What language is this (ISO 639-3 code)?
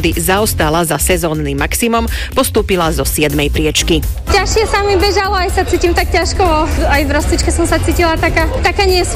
slk